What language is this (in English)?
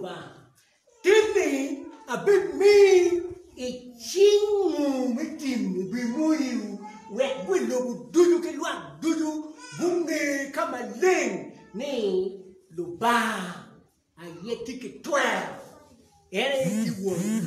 Acoli